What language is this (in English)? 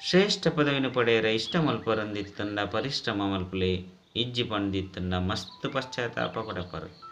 Tulu